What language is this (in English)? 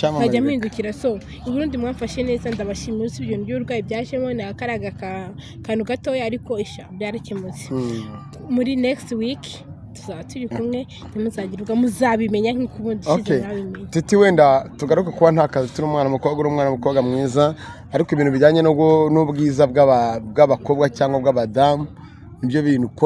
Kinyarwanda